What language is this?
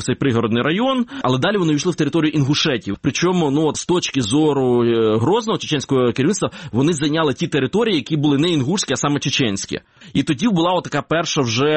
Ukrainian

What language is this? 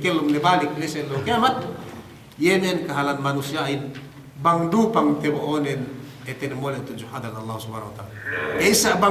Yakan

